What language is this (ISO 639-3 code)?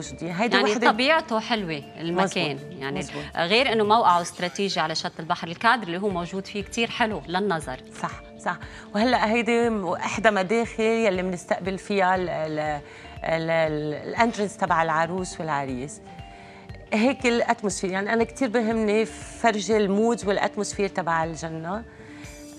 apc